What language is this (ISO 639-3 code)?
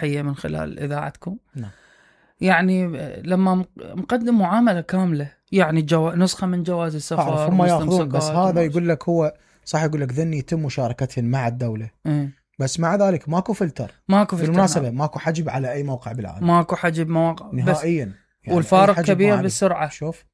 acm